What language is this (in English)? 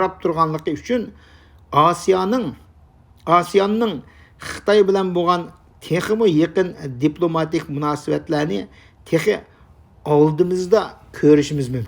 Uyghur